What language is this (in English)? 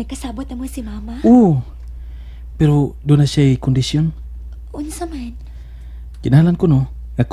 Cebuano